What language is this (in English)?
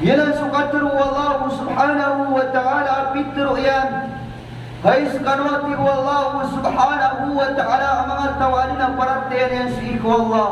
Maranao